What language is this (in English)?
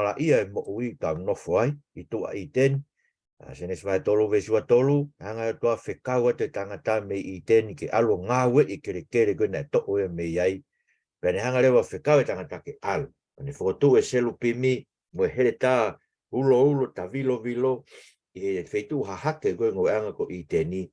Tongan